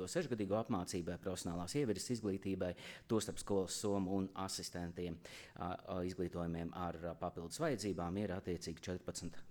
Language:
Latvian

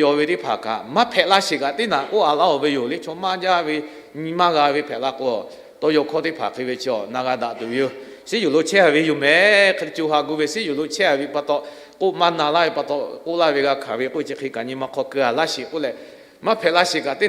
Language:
Lahu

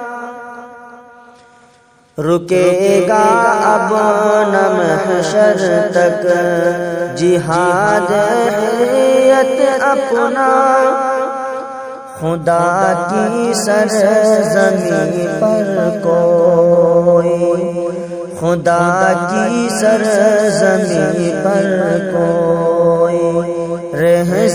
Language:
Urdu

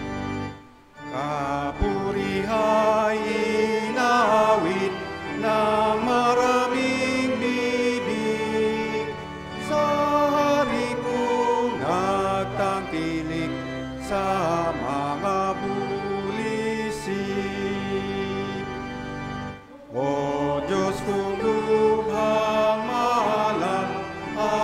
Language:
Filipino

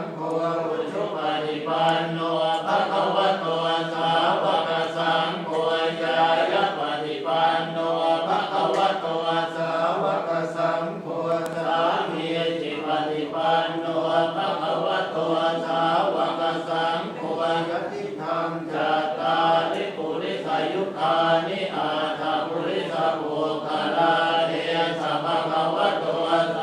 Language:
Pali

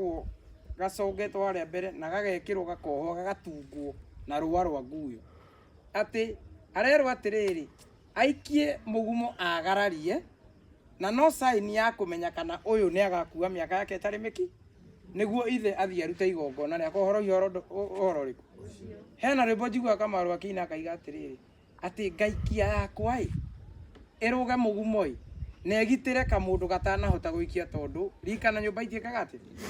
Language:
Kikuyu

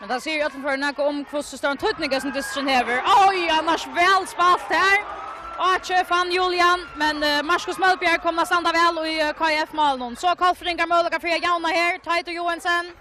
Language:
Faroese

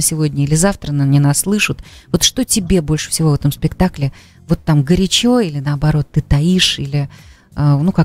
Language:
Russian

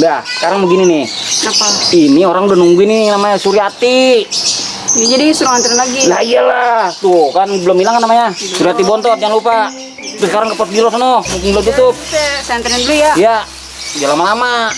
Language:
Betawi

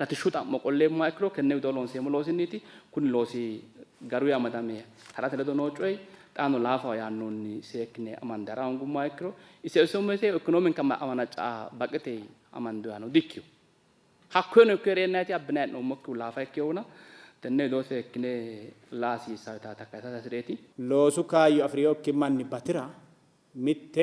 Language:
Sidamo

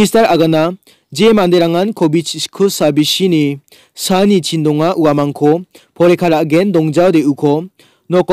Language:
Garo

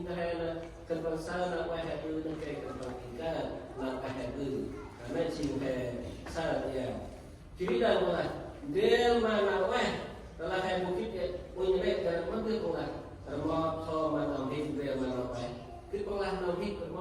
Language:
Central Mnong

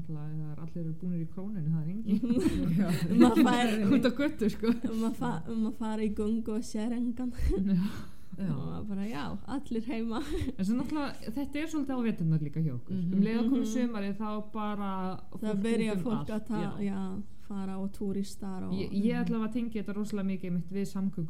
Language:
Icelandic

